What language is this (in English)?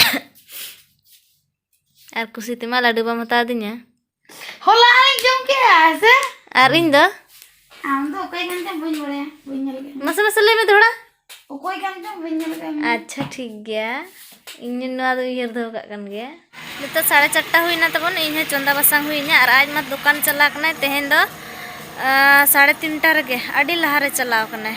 Santali